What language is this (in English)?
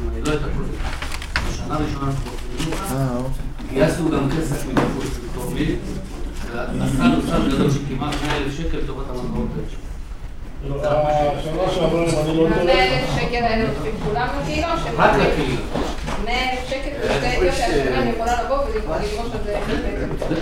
Hebrew